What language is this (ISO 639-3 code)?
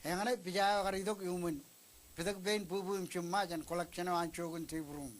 mah